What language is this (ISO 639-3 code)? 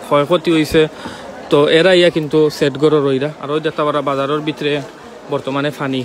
syl